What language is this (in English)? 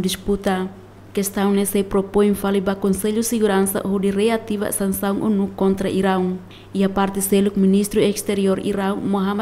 Tetum